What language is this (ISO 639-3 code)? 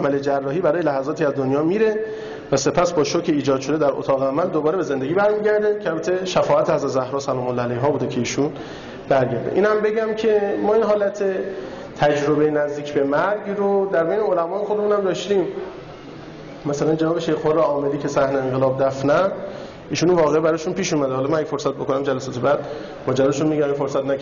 fas